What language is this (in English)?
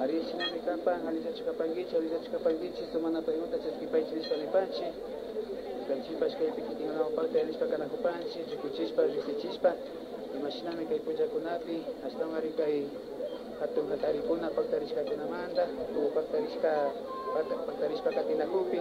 Imbabura Highland Quichua